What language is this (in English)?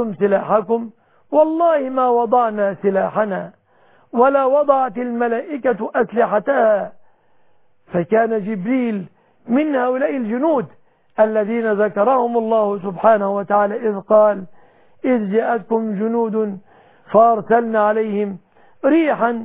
Arabic